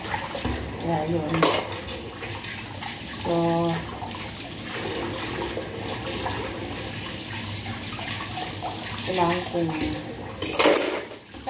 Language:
Filipino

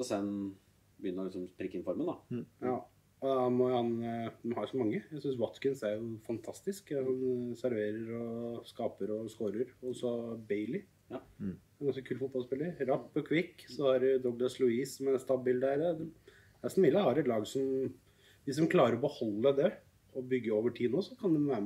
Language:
Norwegian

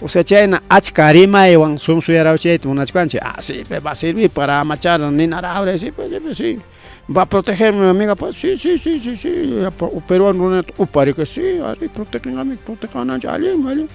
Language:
Ayacucho Quechua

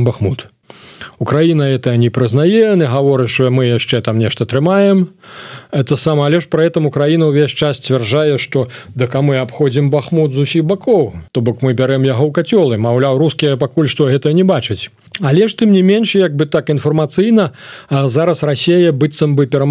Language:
Belarusian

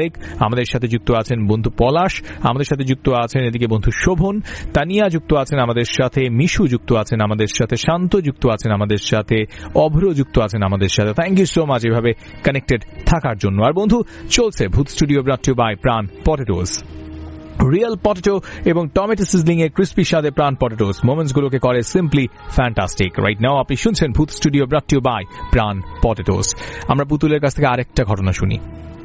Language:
Bangla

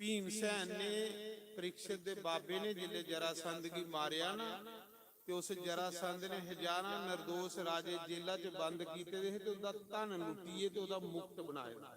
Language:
Dogri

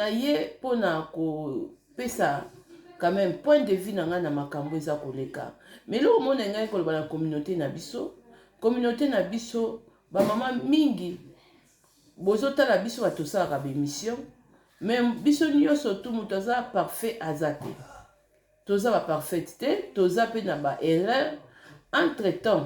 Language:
Lingala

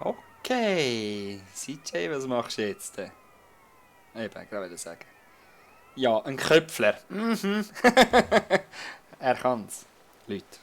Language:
Swiss German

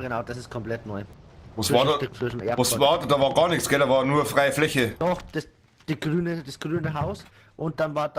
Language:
Bavarian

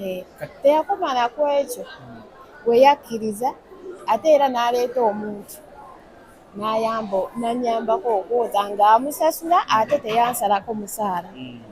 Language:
Ganda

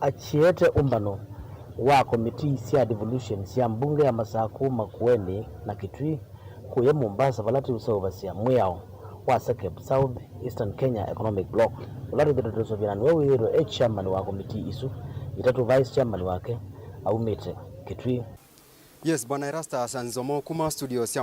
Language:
Kamba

